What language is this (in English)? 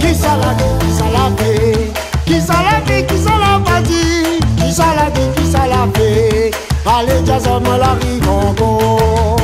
Réunion Creole French